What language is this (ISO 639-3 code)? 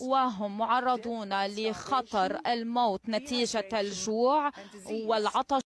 aeb